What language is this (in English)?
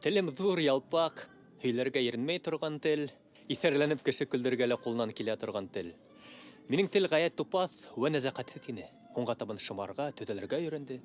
Bashkir